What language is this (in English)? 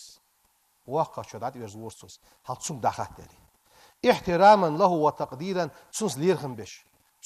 Ingush